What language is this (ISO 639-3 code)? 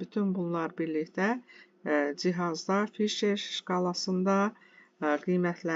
aze